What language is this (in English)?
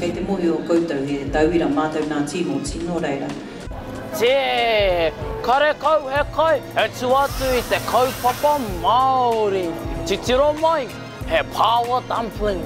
Māori